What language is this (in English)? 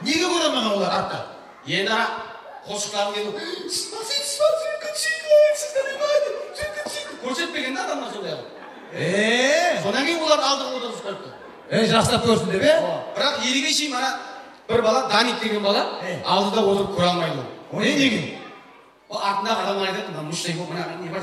Kara-Kalpak